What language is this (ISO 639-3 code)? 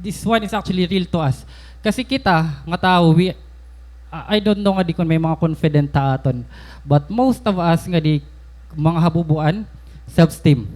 war